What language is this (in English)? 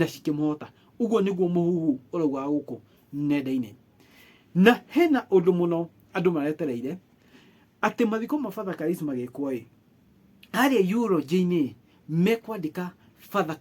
Kikuyu